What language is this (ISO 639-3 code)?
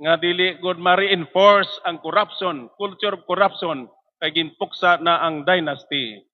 war